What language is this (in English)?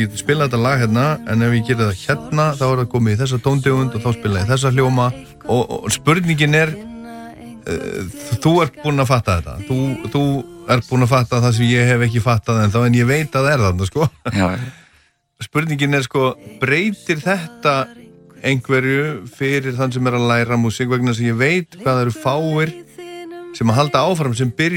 Icelandic